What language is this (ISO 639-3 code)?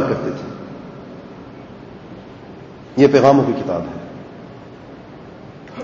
urd